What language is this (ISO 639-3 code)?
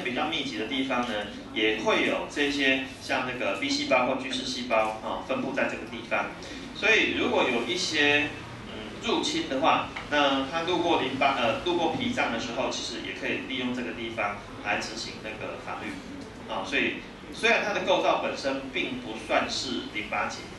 zho